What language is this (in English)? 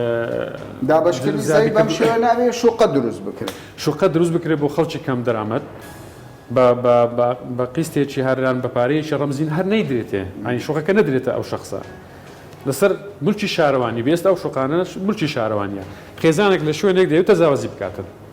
Central Kurdish